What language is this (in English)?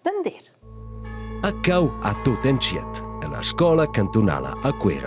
Romansh